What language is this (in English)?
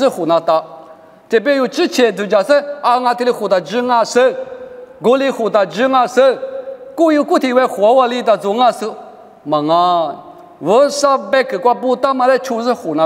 Lisu